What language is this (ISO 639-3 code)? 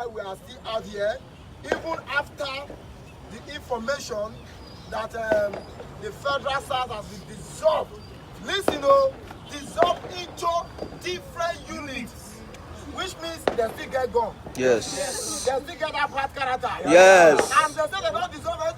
pcm